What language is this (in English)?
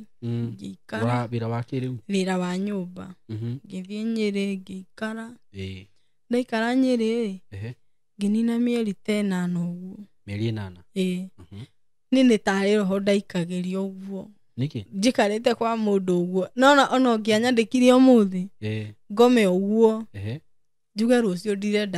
Kikuyu